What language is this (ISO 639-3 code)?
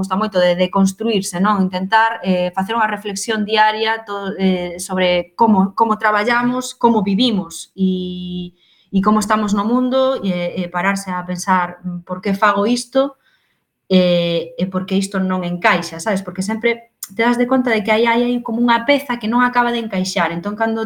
glg